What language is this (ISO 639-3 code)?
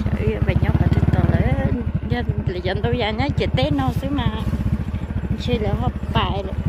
hmn